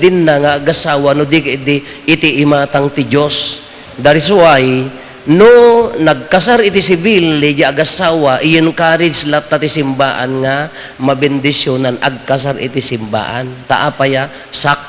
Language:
Iloko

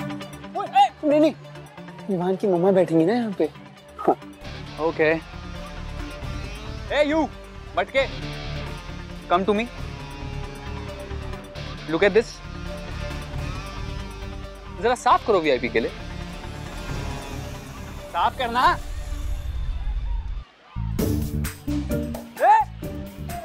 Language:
Hindi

